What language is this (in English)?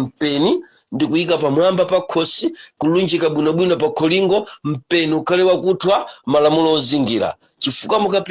Nyanja